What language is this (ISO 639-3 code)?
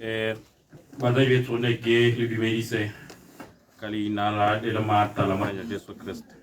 tsn